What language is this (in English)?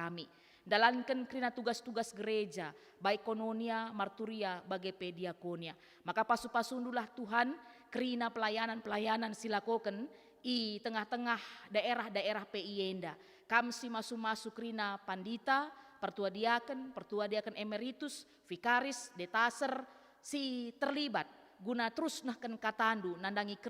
Batak Karo